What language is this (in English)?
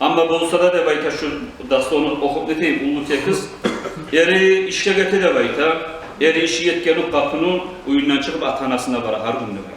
Kumyk